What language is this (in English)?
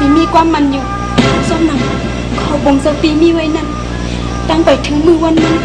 Shan